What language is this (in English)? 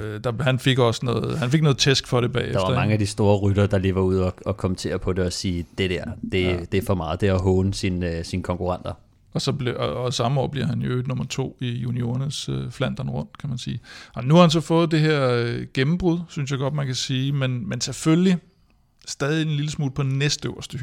Danish